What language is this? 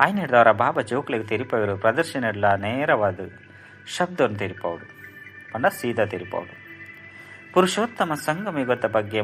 Tulu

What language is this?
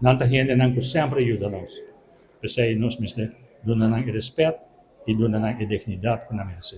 Papiamento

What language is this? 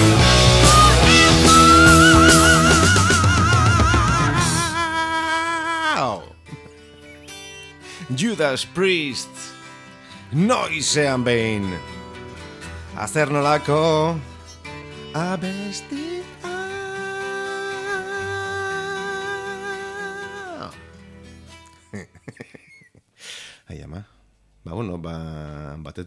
Basque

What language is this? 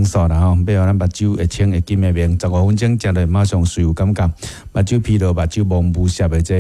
Min Nan Chinese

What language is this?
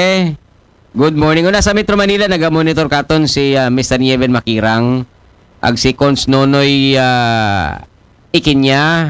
Aklanon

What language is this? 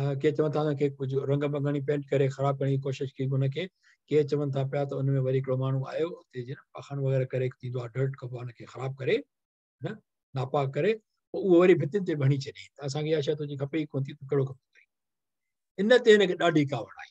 Sindhi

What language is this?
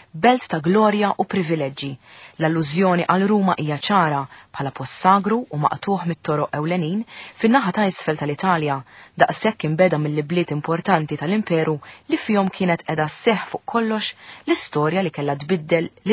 Maltese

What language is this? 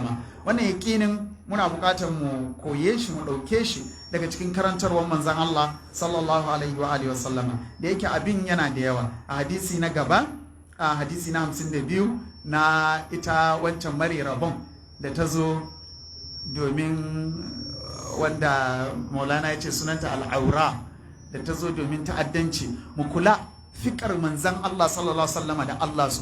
Hausa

